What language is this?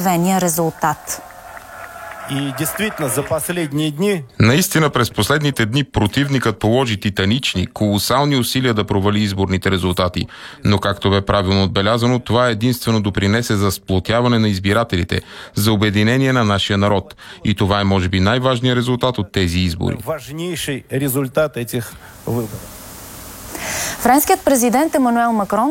Bulgarian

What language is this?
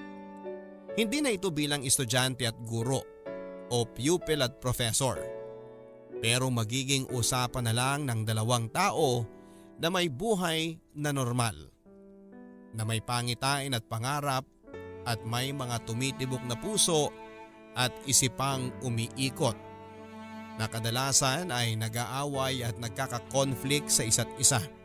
Filipino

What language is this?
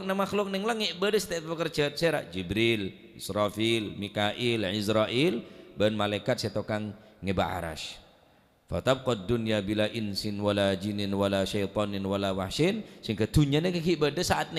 Madurese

